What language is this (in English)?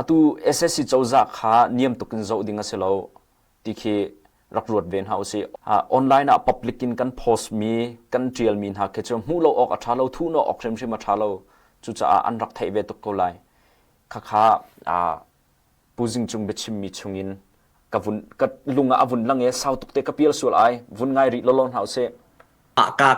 Hakha Chin